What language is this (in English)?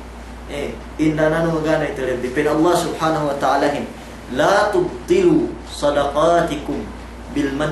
Yakan